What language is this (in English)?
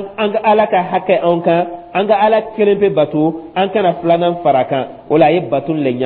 Dyula